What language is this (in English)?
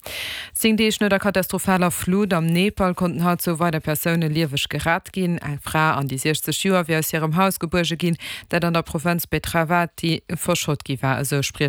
Luxembourgish